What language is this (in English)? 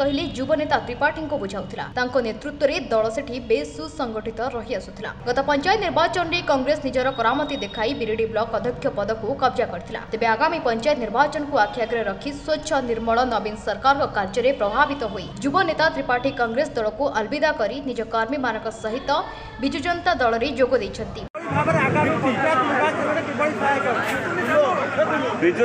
Odia